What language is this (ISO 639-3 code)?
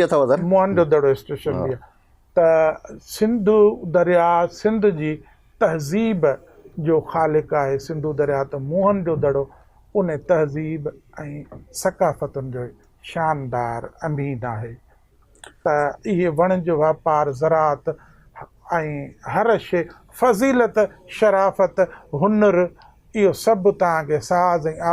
snd